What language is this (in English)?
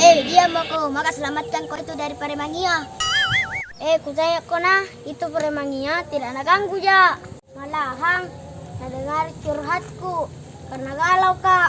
Makassar Malay